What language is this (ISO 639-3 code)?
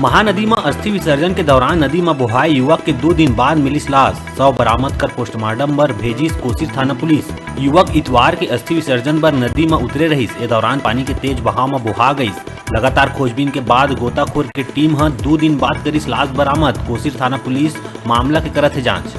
hne